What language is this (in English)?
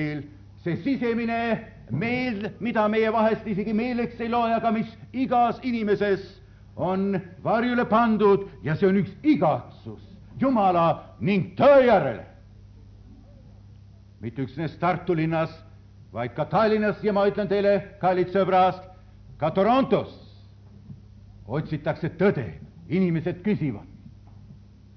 Estonian